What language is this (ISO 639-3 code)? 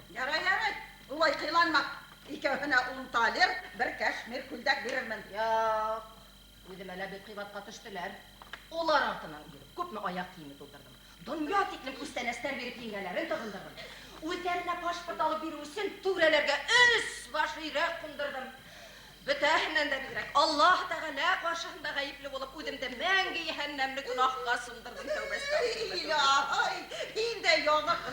bak